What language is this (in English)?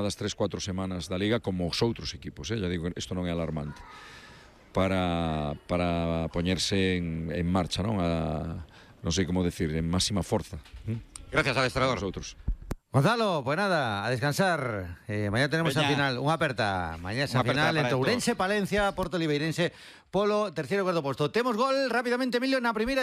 Galician